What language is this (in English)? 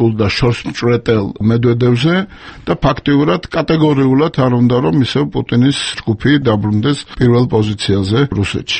Georgian